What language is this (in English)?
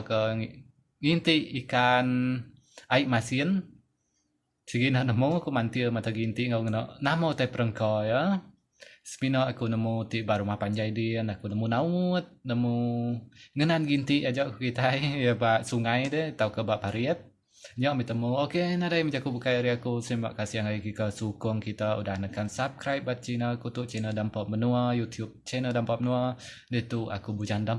Iban